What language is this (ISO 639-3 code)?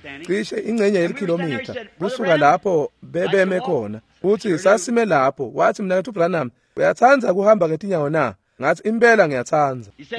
ssw